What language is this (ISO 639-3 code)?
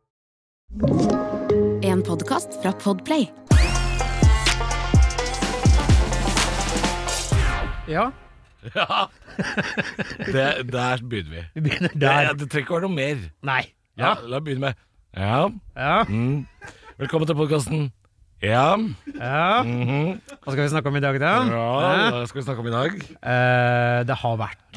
nor